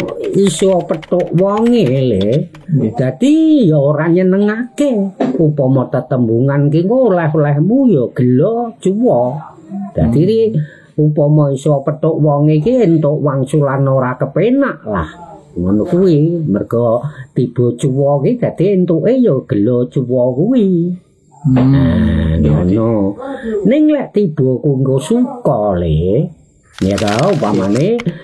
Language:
Javanese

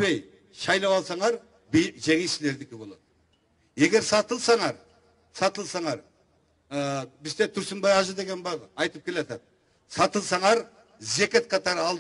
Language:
Kyrgyz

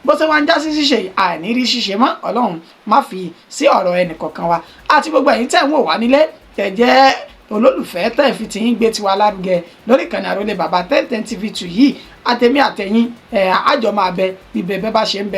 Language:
Yoruba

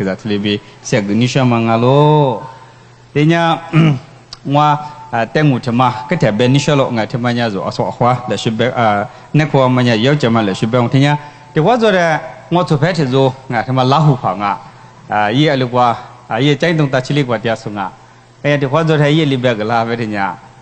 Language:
Lisu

